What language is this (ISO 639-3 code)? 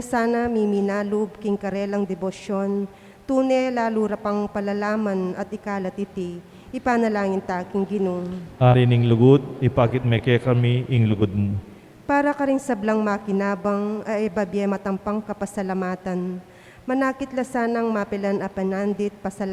pam